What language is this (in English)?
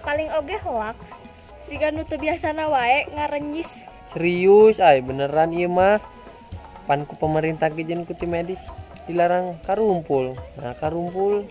Sundanese